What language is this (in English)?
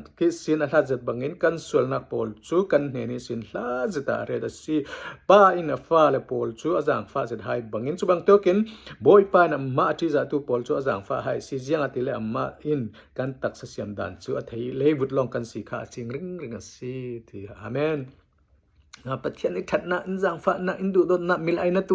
Falam Chin